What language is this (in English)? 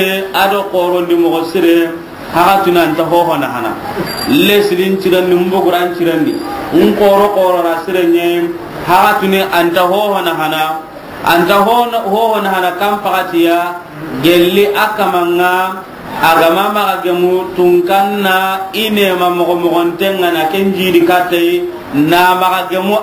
Soninke